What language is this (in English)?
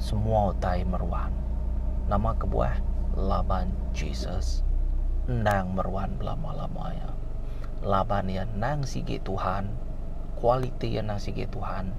Iban